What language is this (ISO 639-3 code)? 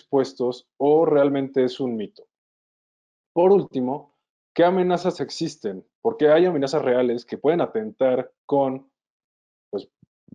spa